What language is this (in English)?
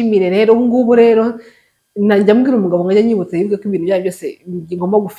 Kinyarwanda